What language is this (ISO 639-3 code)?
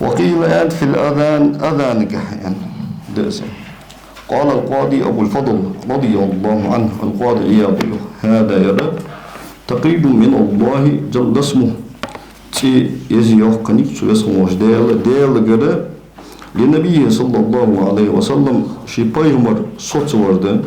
inh